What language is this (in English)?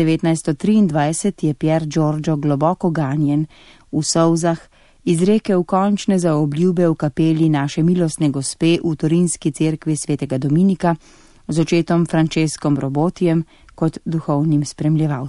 Slovenian